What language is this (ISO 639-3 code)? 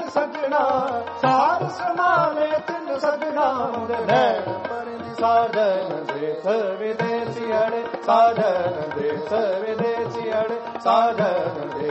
pan